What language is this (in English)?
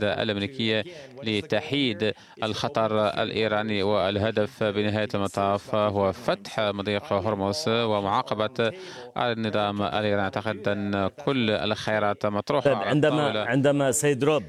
Arabic